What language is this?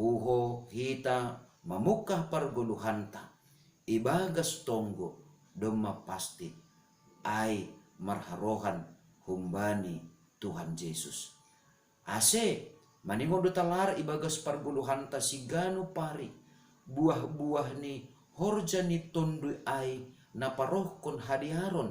Batak Simalungun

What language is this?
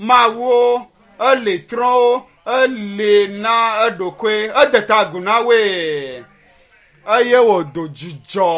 Ewe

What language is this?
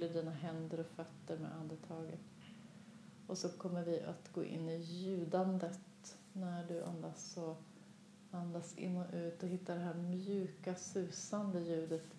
Swedish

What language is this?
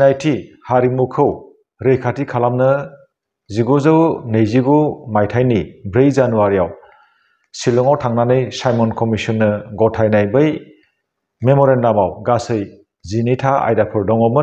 Bodo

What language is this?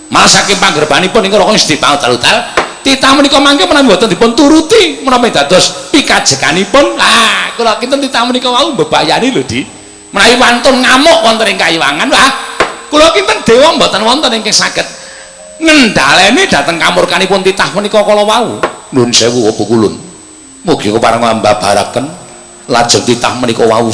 Javanese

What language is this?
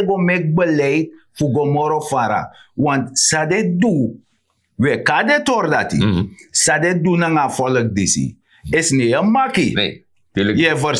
Sranan Tongo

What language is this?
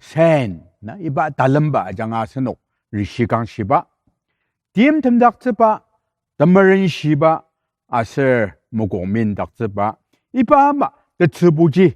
Ao Naga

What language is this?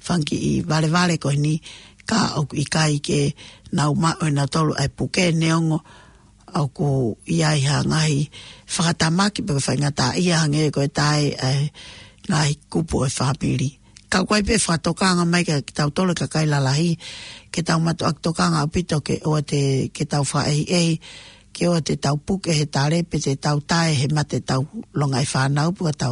Tongan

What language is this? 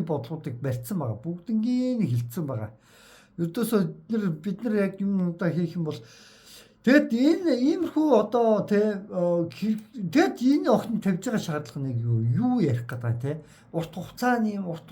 Mongolian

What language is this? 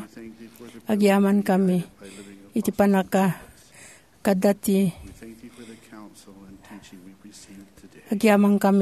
Iloko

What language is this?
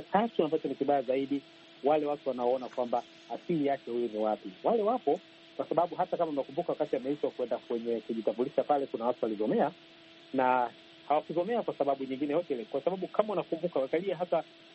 Swahili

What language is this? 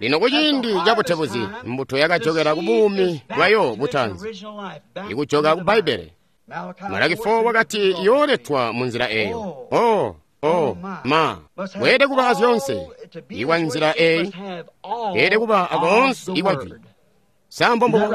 Tonga (Zambia)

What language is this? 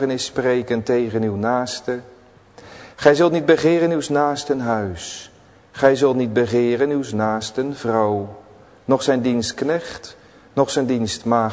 Dutch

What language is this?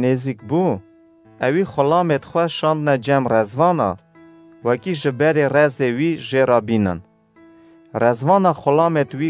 Kurdish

